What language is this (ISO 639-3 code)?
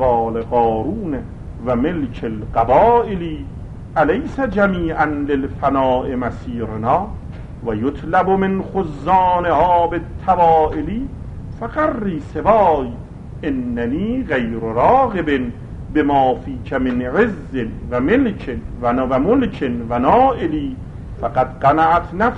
fas